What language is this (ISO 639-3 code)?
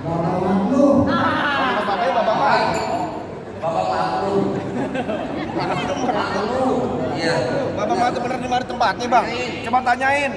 bew